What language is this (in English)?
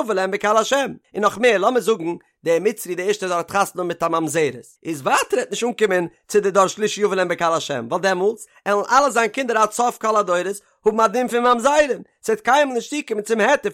Yiddish